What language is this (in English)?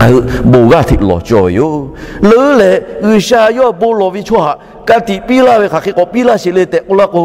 Lahu